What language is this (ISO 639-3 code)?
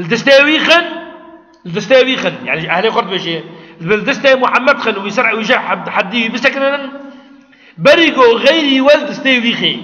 kur